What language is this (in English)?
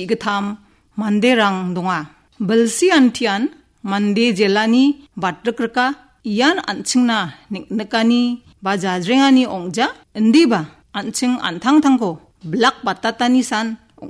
Garo